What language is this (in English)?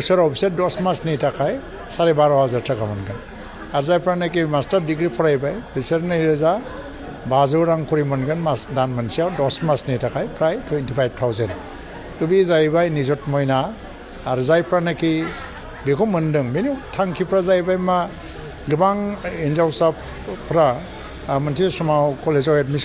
Bodo